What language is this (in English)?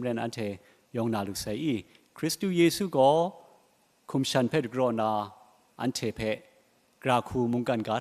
Kachin